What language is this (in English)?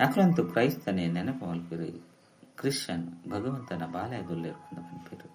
Tulu